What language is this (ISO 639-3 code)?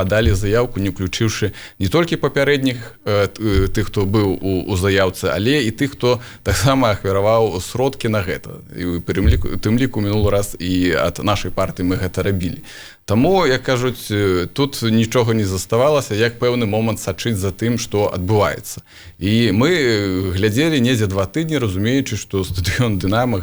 bel